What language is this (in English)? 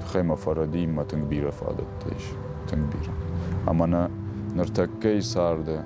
Ossetic